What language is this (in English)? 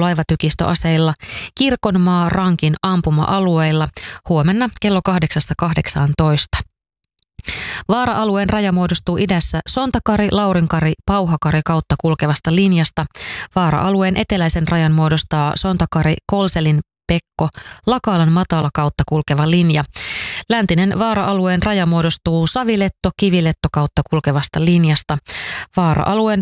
Finnish